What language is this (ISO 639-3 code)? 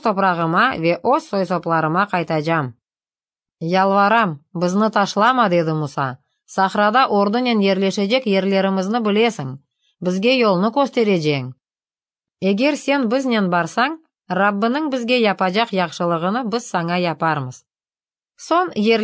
crh